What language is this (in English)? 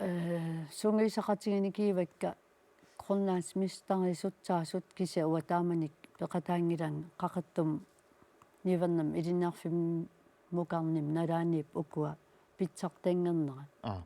Kalaallisut